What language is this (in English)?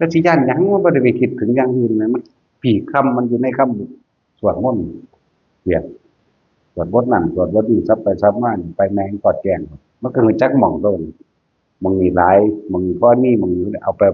Northeastern Thai